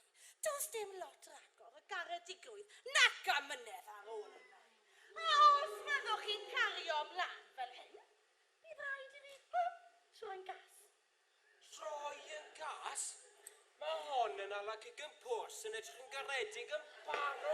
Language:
Welsh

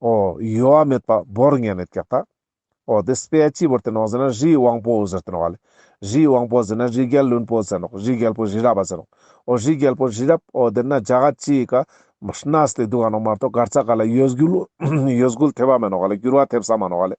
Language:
Ladakhi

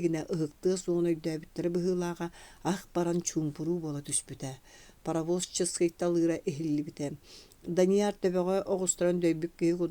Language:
Yakut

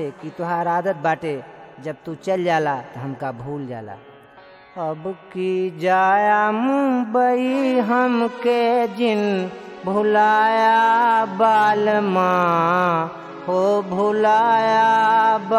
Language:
Bhojpuri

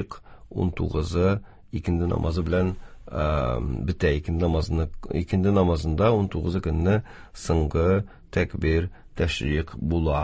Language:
Tatar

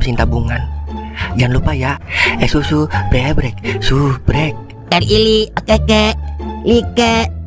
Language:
Betawi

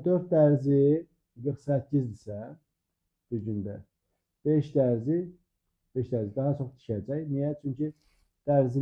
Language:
Azerbaijani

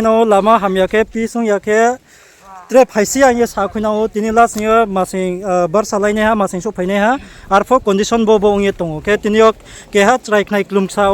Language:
Riang (India)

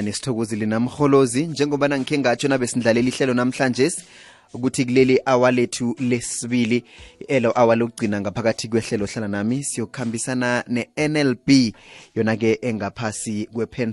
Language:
South Ndebele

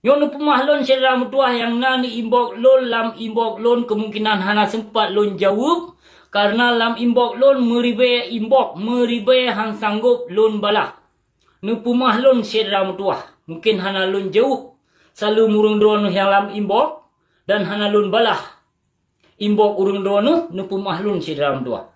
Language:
Achinese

